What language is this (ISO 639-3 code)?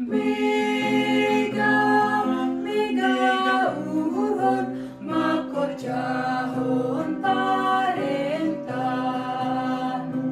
bts